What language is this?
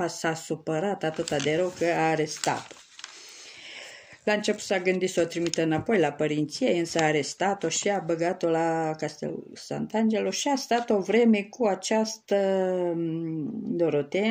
Romanian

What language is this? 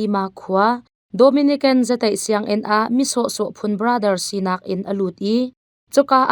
Hakha Chin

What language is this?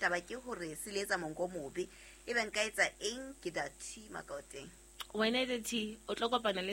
Southern Sotho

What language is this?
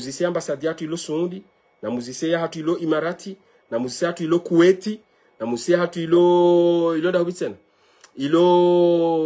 Ngazidja Comorian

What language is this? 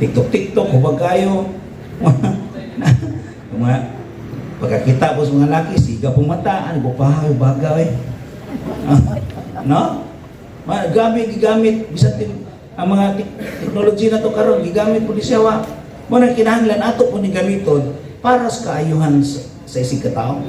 Cebuano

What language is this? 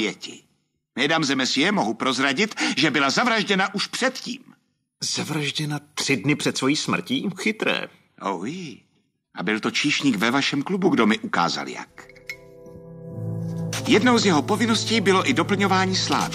Czech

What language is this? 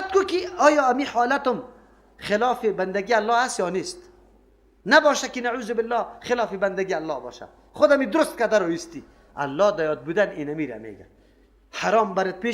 Persian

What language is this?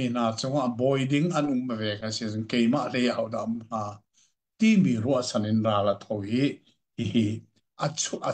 Hakha Chin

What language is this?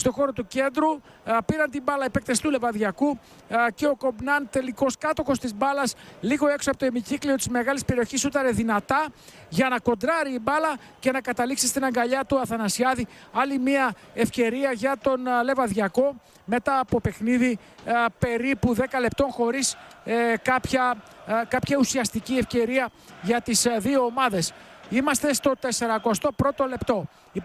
Greek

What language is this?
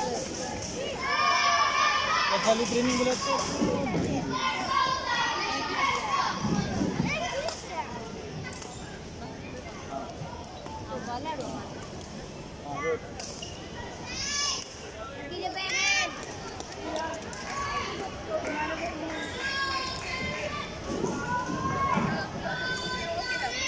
Malay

